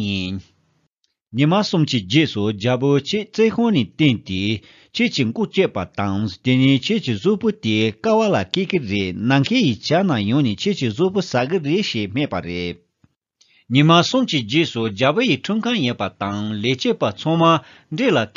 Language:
Tibetan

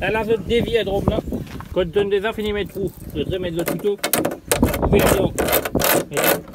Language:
Morisyen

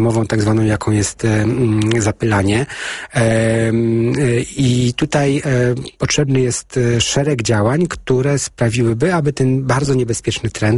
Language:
Polish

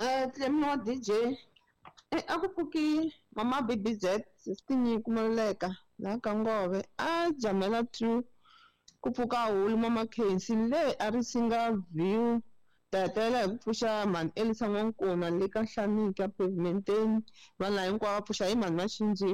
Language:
Tsonga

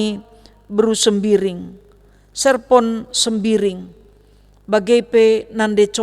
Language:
Batak Karo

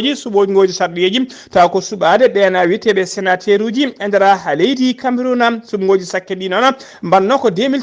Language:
Fula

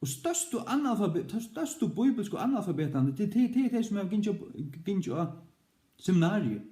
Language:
Faroese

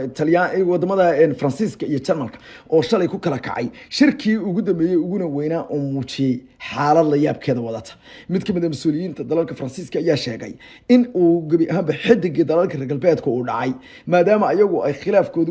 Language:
Somali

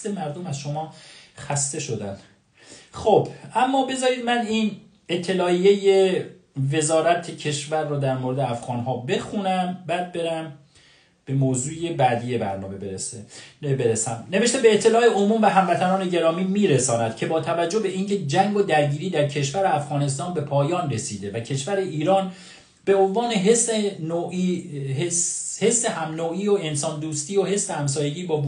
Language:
Persian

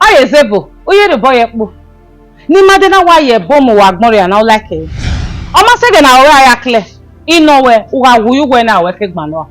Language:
Bini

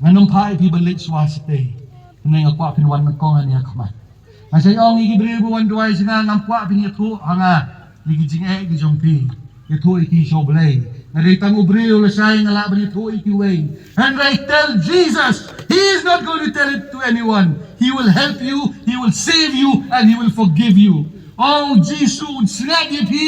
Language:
Khasi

